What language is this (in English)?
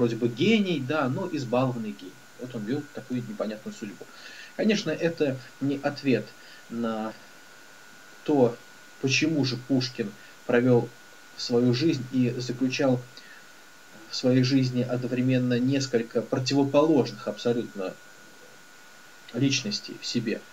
Russian